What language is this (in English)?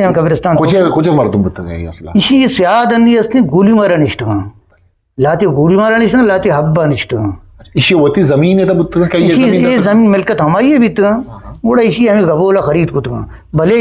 Eastern Balochi